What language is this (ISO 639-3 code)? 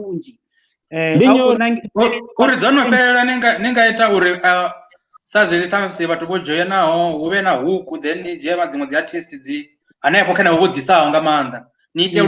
ven